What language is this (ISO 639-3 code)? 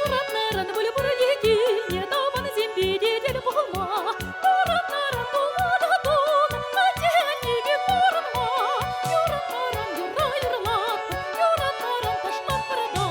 chv